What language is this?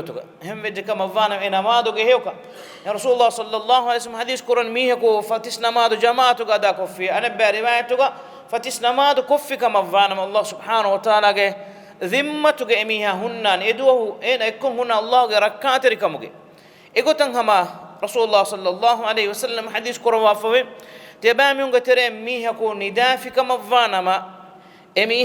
Divehi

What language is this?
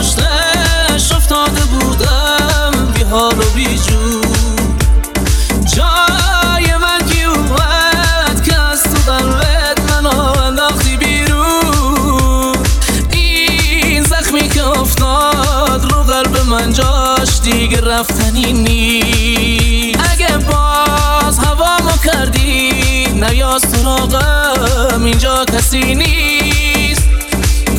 Persian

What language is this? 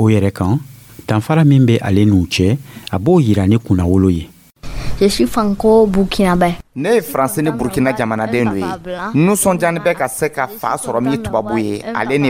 Dyula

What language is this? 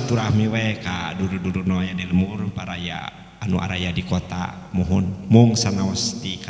Sundanese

